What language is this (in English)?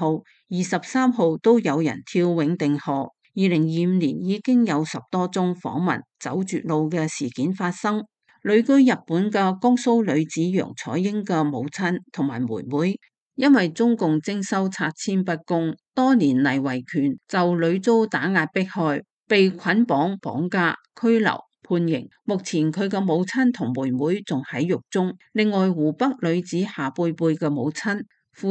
Cantonese